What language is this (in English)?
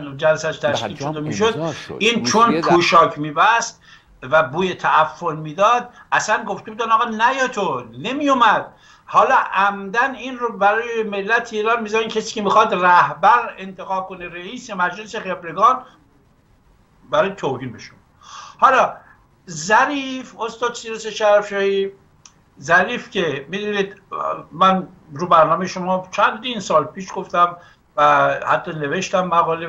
Persian